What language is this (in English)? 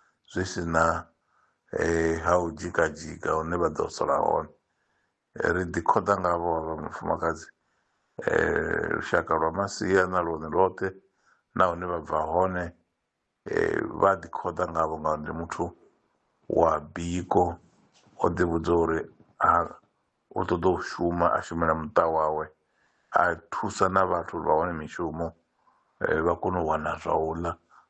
Venda